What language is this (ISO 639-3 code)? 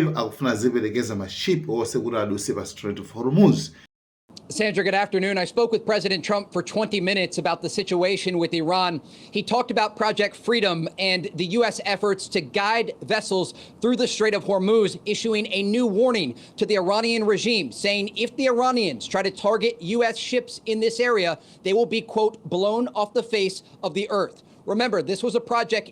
nya